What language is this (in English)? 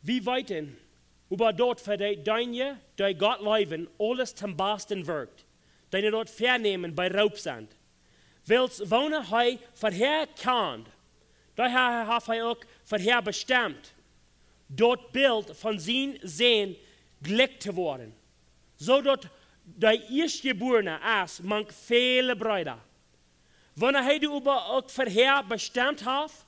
Plautdietsch